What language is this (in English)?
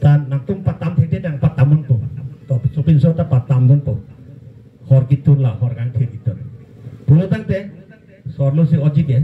Karbi